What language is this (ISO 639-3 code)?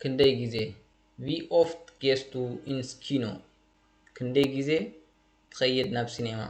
tir